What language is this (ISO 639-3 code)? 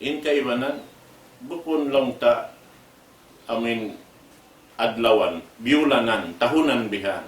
tsg